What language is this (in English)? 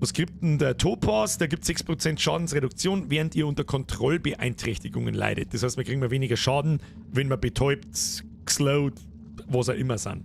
Bavarian